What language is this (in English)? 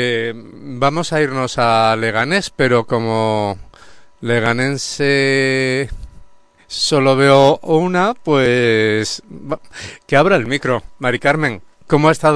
Spanish